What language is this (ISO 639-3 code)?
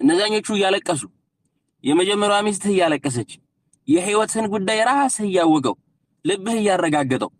amh